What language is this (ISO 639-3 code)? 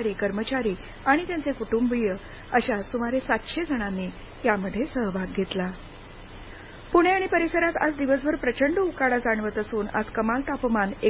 mar